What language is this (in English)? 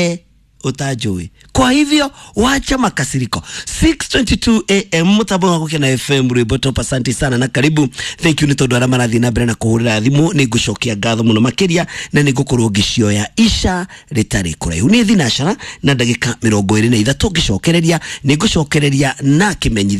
Kikuyu